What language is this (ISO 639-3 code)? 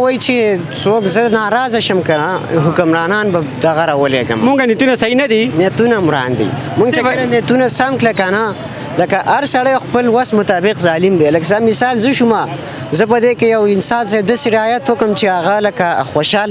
pus